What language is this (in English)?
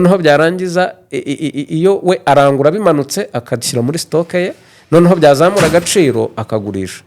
Kinyarwanda